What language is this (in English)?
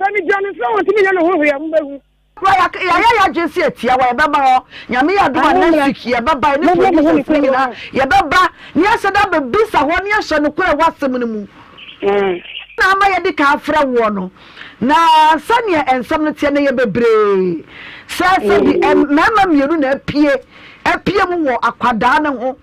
Akan